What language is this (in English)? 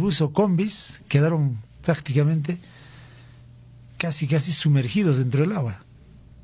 Spanish